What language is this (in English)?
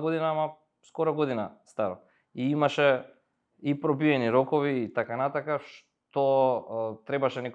Macedonian